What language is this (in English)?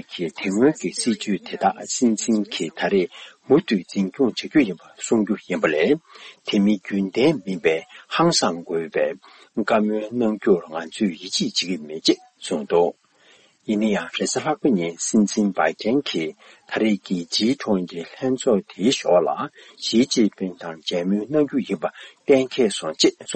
Tibetan